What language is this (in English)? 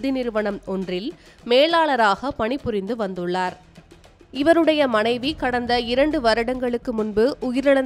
Tamil